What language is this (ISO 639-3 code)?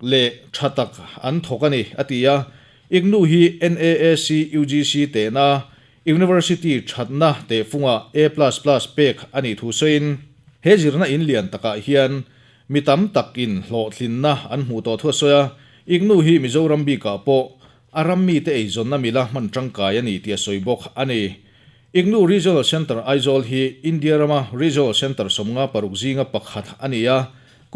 lus